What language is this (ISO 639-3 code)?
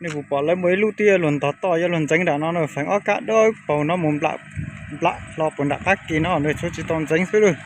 hmn